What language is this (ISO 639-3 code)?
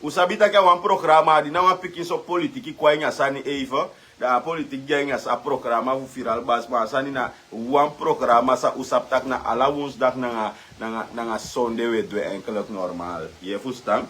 srn